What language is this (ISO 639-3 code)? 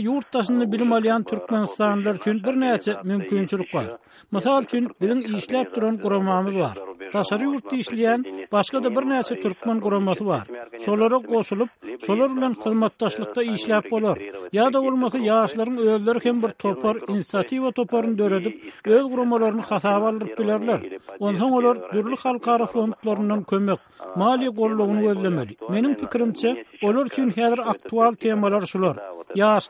tuk